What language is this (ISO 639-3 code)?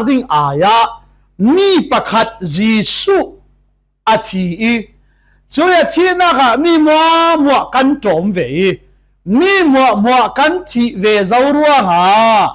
cfm